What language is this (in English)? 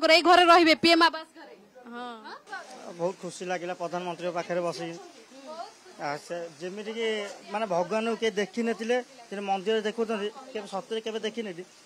Odia